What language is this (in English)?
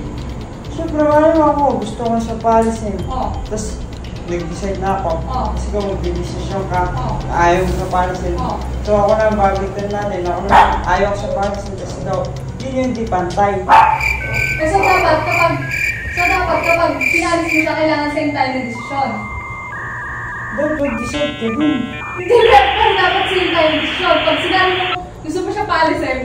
Filipino